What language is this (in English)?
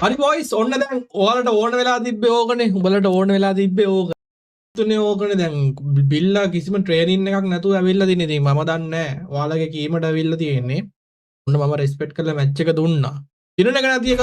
Sinhala